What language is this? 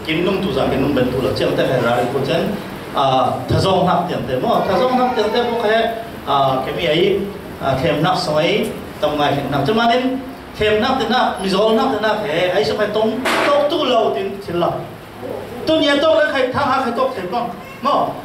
Falam Chin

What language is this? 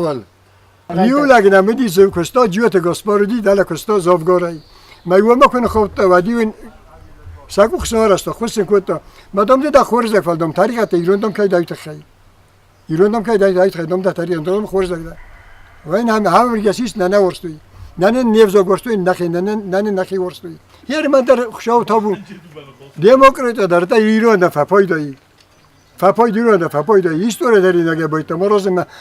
Ossetic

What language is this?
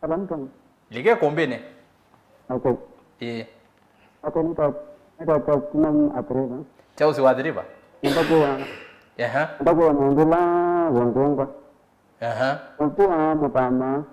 Kamba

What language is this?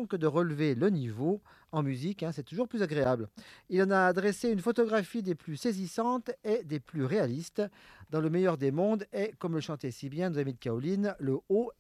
French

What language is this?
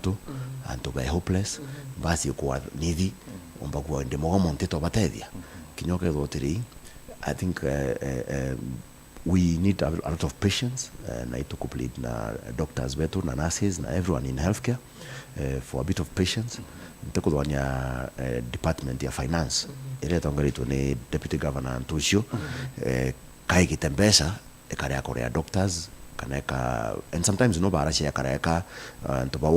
Meru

